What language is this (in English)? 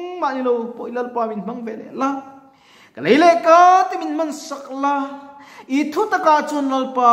Mizo